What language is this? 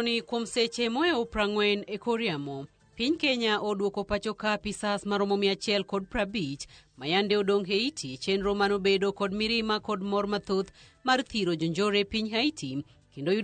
Luo (Kenya and Tanzania)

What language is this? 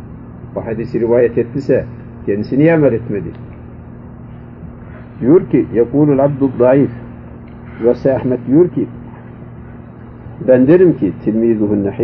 Turkish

